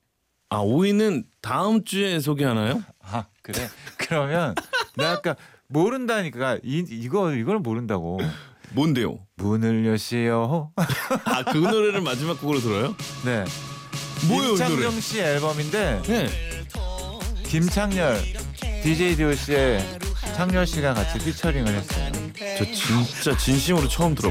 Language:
Korean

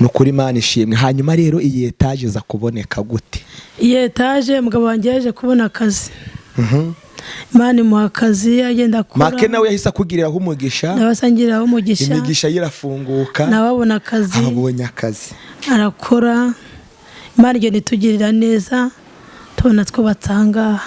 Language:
Kinyarwanda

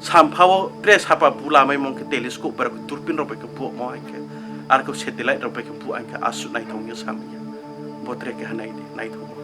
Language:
Riang (India)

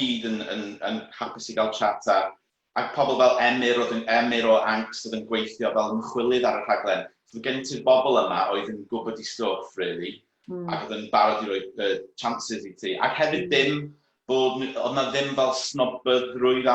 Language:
Welsh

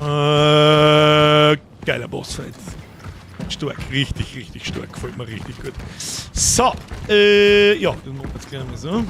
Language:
Bavarian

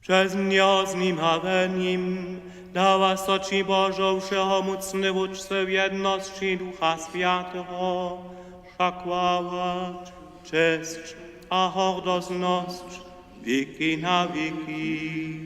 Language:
Upper Sorbian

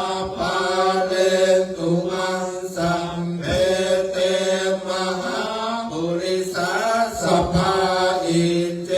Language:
Pali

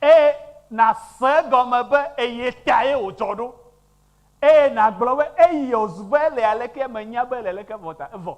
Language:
Ewe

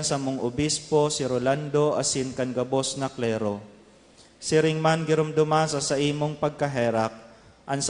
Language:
Bikol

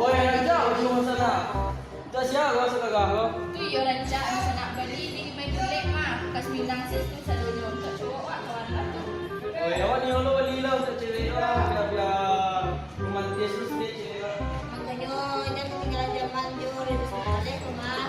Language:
Minangkabau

